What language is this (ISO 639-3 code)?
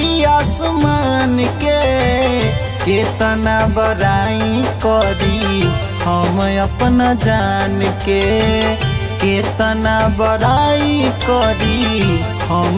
bho